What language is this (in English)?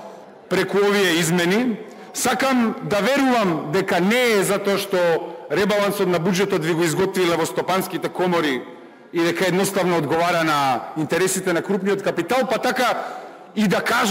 Macedonian